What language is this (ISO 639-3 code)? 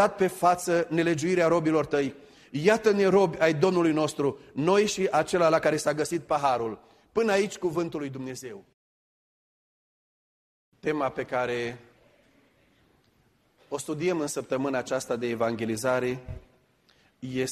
ron